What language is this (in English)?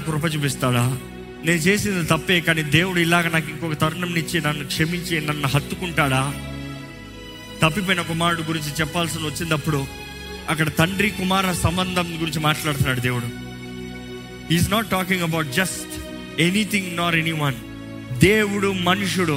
Telugu